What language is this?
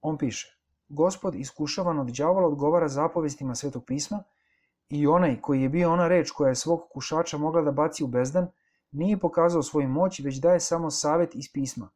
Serbian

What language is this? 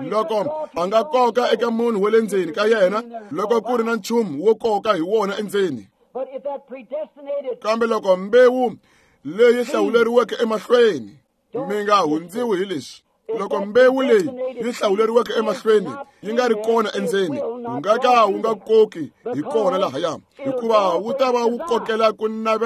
Tsonga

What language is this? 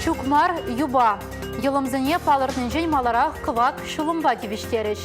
Chuvash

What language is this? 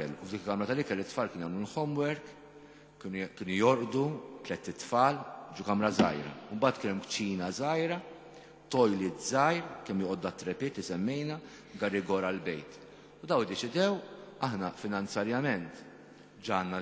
Maltese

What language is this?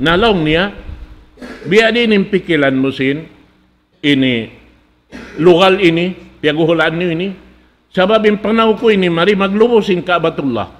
Tausug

